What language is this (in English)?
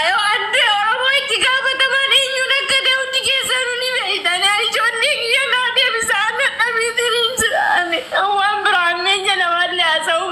Oromo